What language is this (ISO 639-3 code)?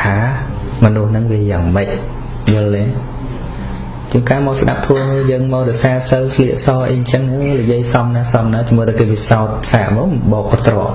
khm